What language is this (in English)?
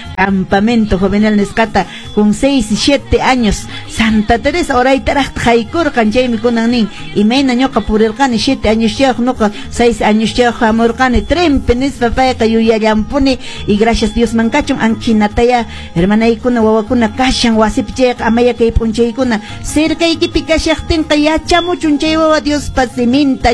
Quechua